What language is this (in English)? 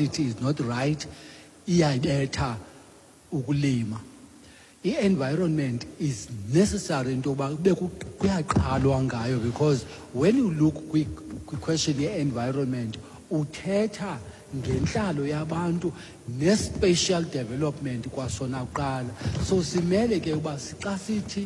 Xhosa